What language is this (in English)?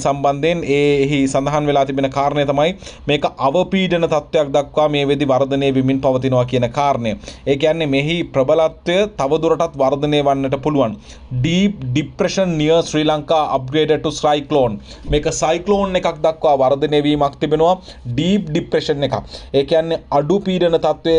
Sinhala